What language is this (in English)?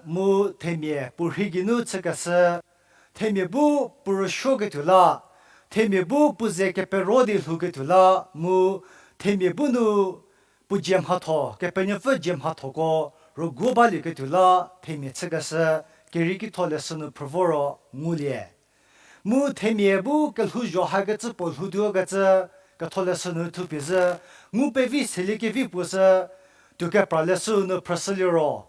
Angami Naga